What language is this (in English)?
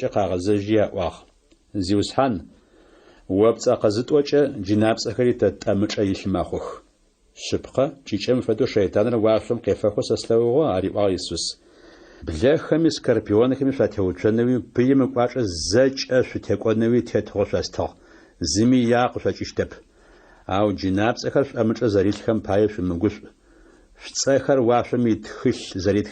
Adyghe